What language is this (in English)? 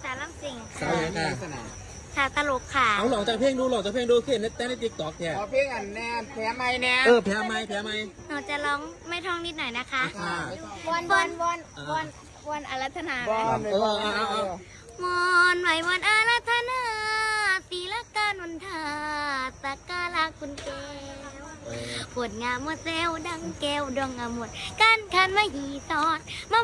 Northeastern Thai